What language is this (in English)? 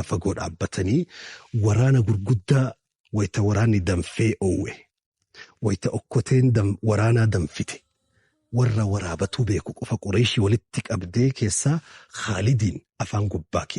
Oromo